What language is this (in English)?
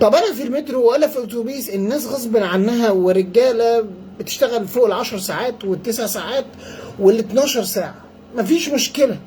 Egyptian Arabic